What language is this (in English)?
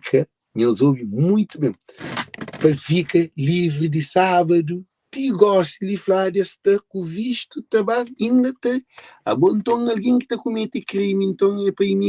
Kabuverdianu